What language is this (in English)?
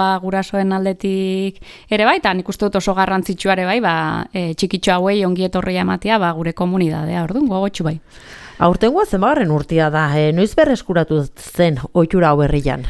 Basque